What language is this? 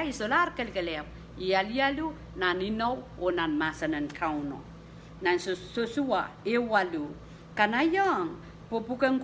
Pohnpeian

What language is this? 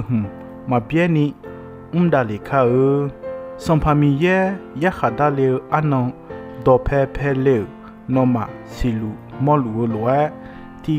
Akha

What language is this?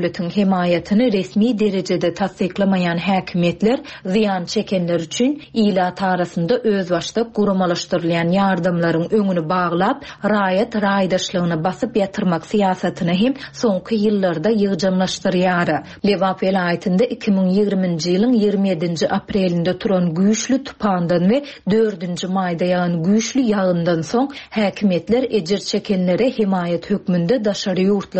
Turkmen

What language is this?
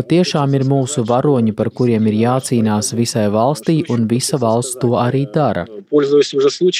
Latvian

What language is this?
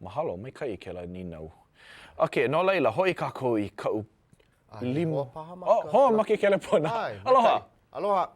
Hawaiian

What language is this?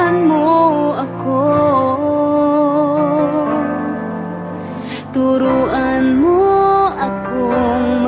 Filipino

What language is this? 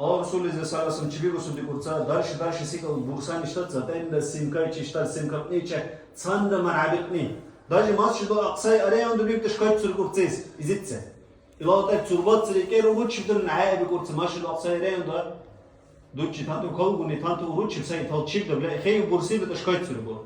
Dargwa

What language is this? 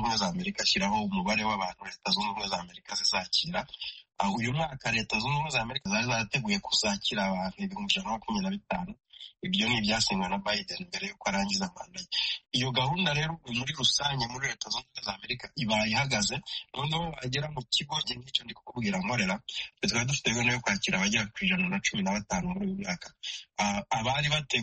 Kinyarwanda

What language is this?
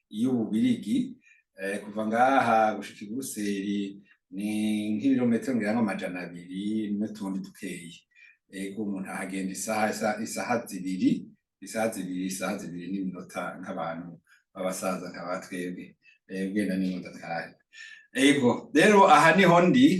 Rundi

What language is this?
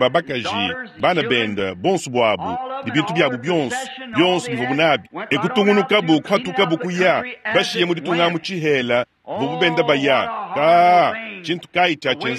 Luba-Lulua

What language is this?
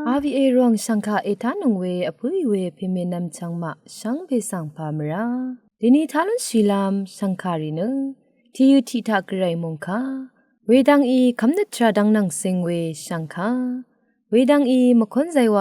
Rawang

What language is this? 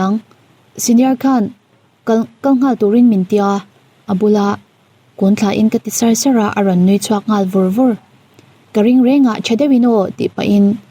Mizo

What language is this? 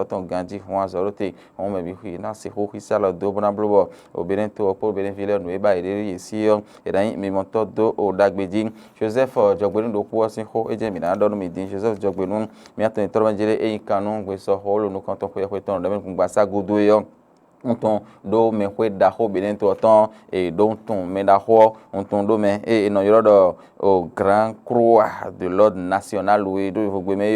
Fon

